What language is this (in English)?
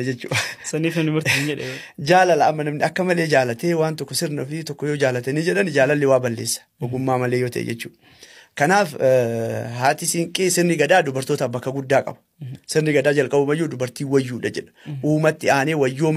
Oromo